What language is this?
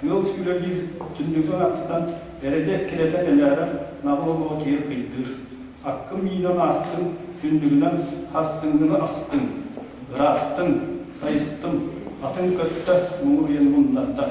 Yakut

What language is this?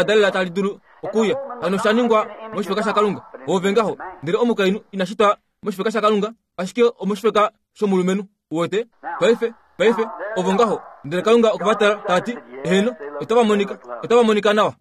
Kuanyama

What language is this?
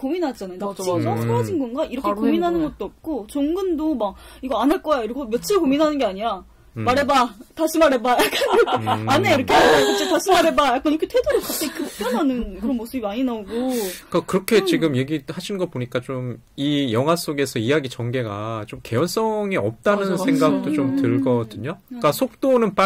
Korean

